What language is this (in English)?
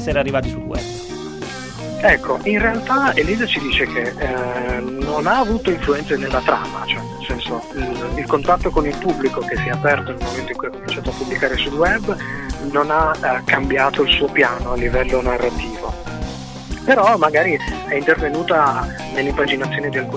Italian